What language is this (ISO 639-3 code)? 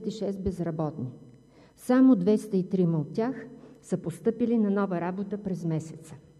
bul